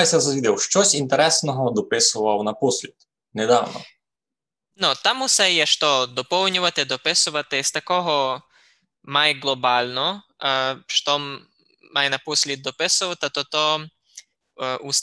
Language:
Rusyn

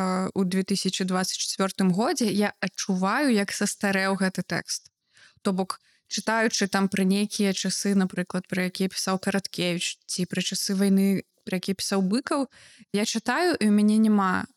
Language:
Belarusian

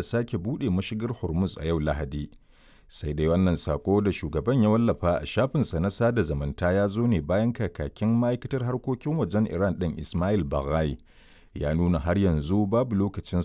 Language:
Hausa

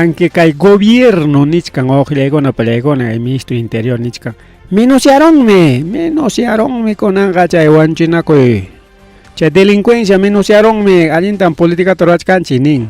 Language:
Ayacucho Quechua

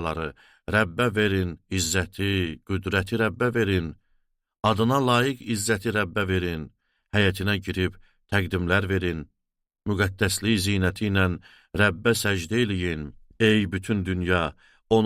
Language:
Azerbaijani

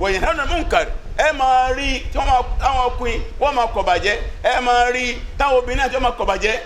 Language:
Yoruba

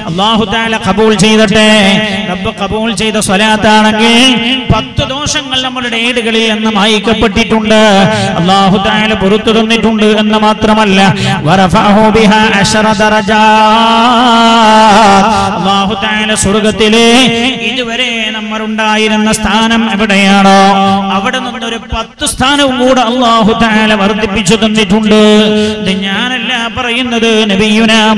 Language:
Malayalam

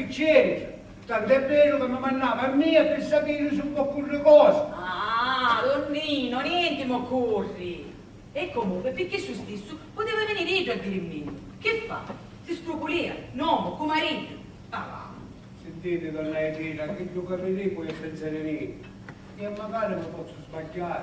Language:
Sicilian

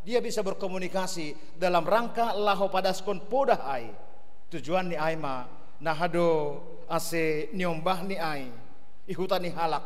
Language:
Batak Simalungun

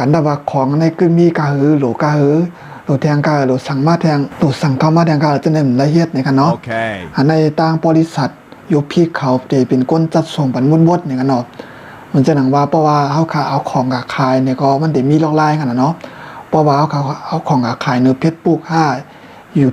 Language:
Shan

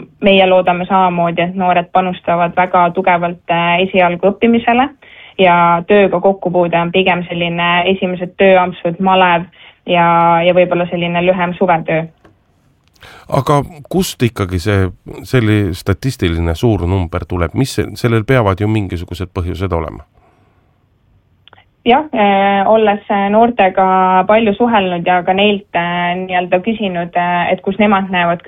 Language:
Estonian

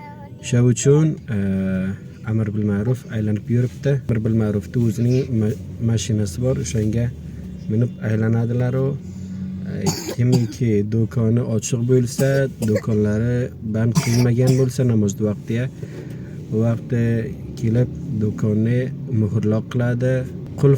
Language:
Uzbek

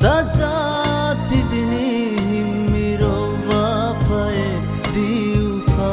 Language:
Divehi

